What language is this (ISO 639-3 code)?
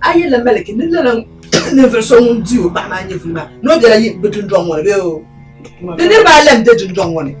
dag